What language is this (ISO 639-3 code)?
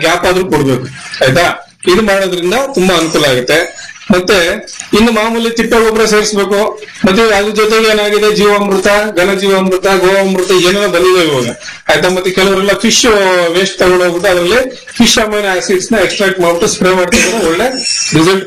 kan